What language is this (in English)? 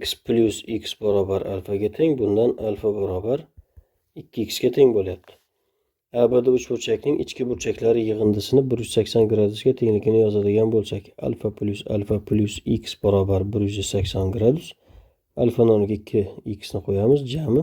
Uzbek